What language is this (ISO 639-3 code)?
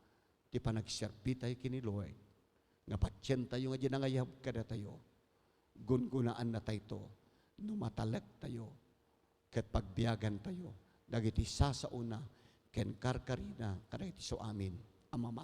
ilo